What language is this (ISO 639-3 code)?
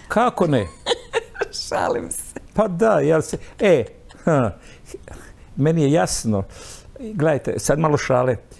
hrv